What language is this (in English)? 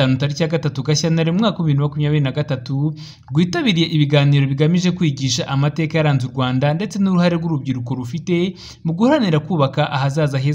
Kinyarwanda